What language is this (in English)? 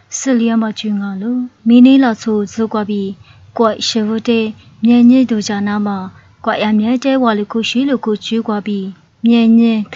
Lisu